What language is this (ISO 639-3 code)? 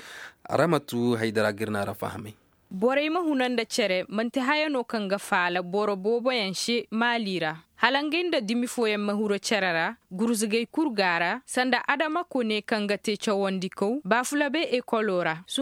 ses